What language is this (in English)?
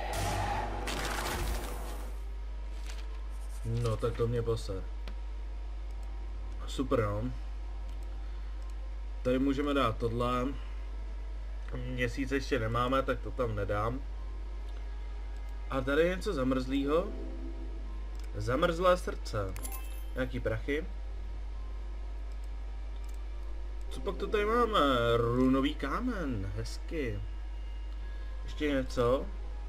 Czech